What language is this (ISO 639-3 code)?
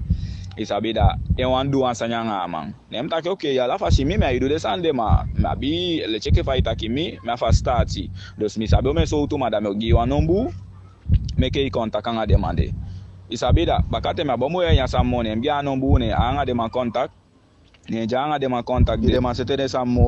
djk